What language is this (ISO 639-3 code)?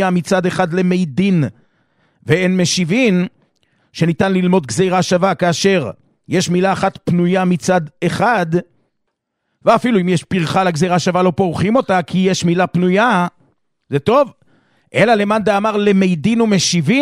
heb